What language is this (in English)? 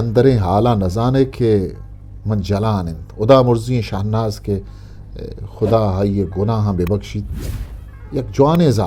Eastern Balochi